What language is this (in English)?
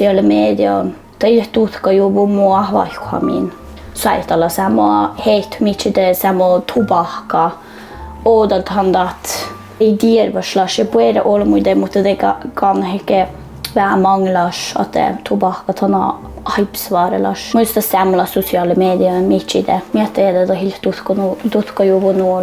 Northern Sami